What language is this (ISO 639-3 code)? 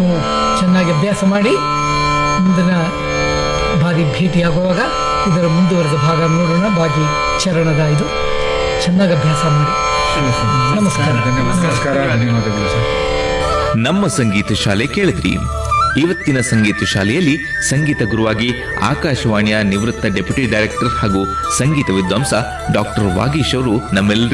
kan